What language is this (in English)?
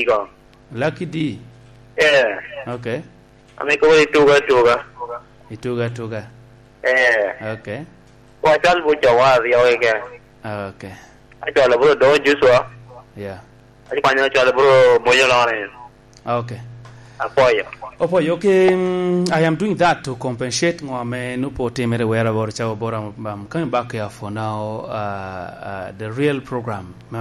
Lango (Uganda)